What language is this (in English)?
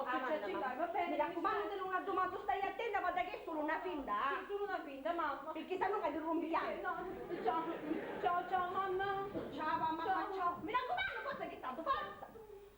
Sicilian